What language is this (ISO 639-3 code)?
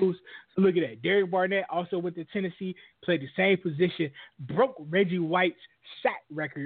eng